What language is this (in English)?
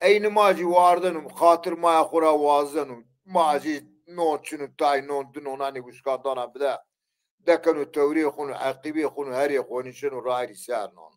Zaza